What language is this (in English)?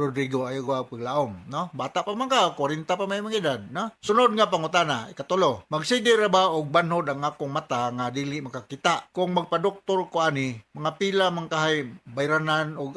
Cebuano